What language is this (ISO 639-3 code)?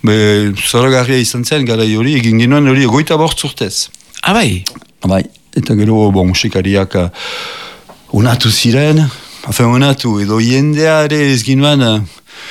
eus